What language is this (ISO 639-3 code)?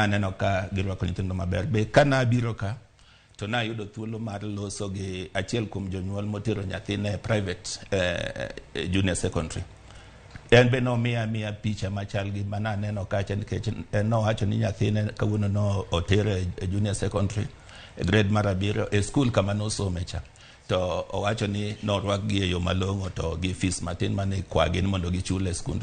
luo